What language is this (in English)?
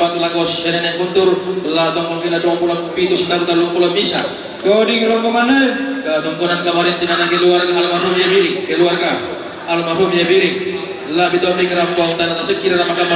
Toraja-Sa'dan